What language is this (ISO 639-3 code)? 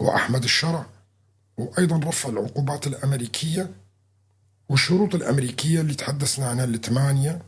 apc